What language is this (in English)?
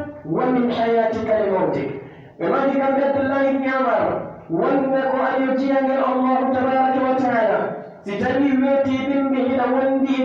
Pular